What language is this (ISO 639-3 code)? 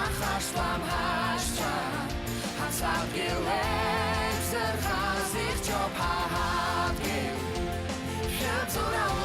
abk